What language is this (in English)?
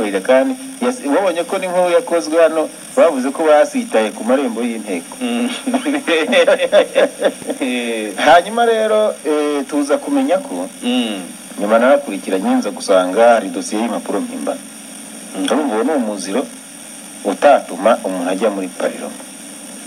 Kinyarwanda